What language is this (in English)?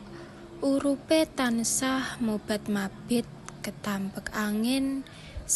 Javanese